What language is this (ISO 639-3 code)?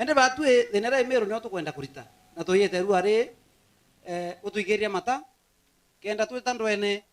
mer